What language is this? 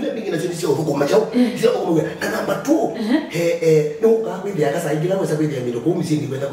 Kamba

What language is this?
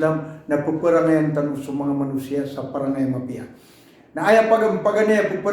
Maranao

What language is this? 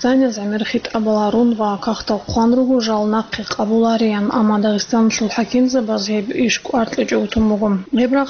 Avaric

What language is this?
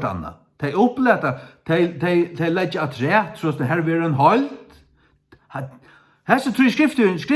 Faroese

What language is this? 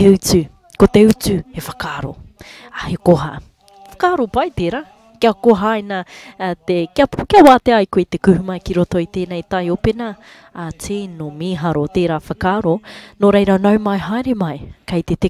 Māori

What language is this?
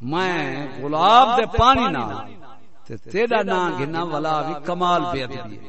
Saraiki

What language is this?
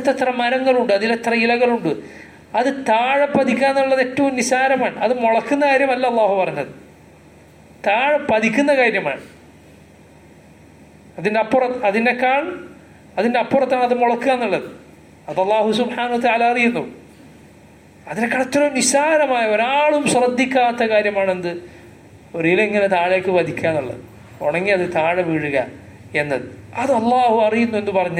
Malayalam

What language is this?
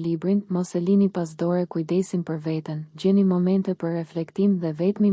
Albanian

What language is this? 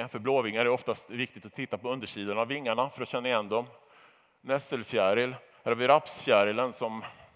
Swedish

